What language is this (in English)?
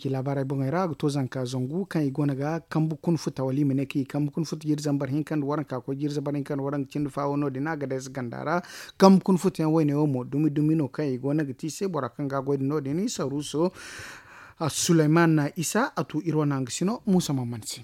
Zarma